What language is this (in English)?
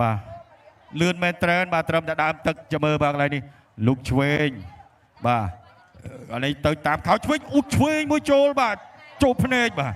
Khmer